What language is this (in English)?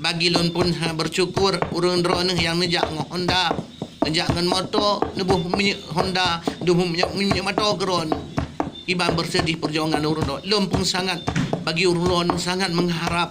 Achinese